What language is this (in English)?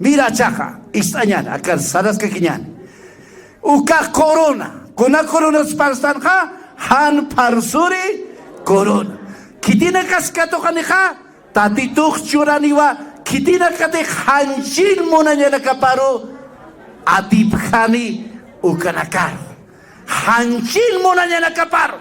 Aymara